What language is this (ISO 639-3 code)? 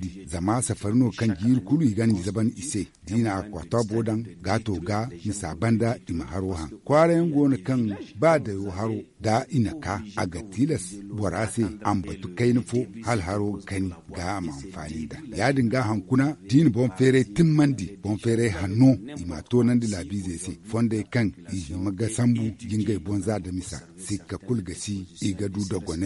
dje